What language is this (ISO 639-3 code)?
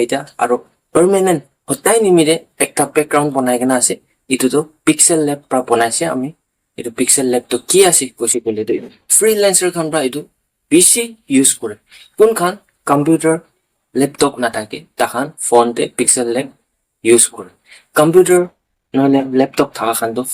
nag